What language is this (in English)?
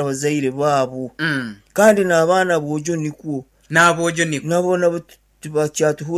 Nyankole